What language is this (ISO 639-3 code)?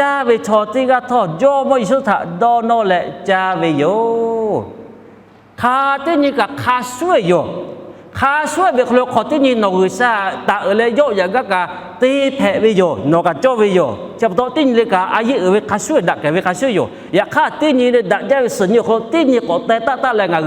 lhu